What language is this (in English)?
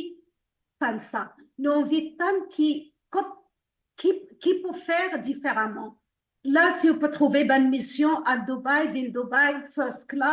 Morisyen